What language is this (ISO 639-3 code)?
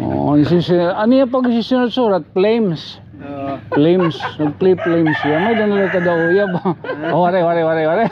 war